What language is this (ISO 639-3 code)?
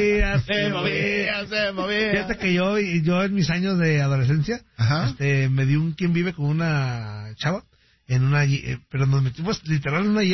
spa